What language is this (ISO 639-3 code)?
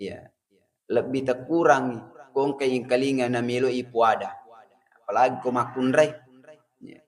bug